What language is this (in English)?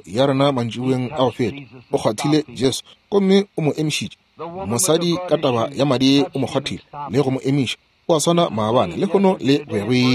Northern Sotho